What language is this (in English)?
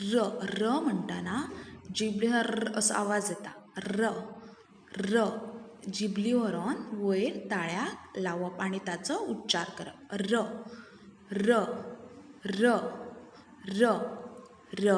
Konkani